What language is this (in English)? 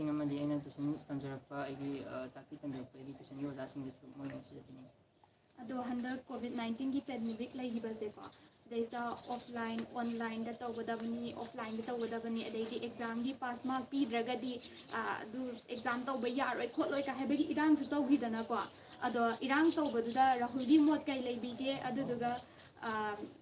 Manipuri